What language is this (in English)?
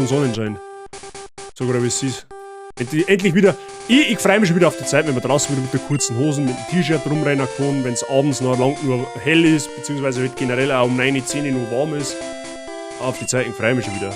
Bavarian